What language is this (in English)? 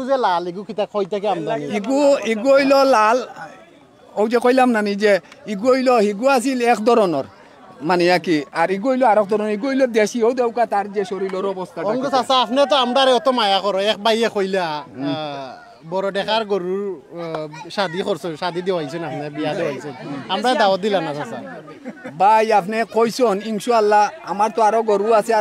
Sylheti